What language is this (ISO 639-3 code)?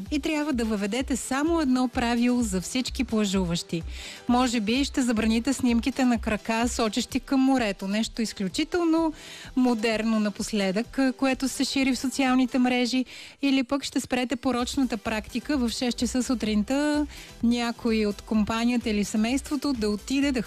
bul